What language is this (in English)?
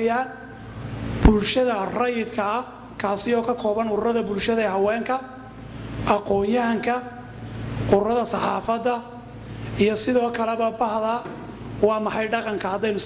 Somali